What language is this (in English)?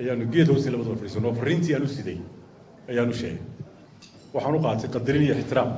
Somali